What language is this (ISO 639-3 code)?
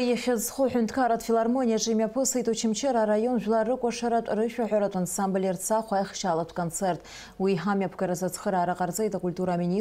abk